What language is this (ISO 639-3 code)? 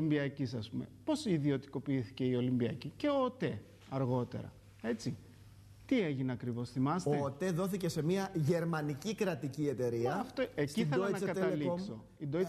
ell